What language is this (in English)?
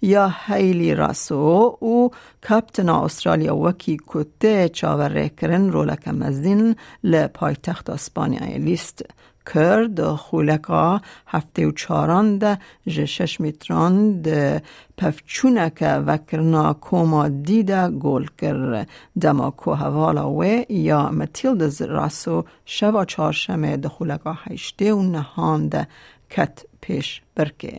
Kurdish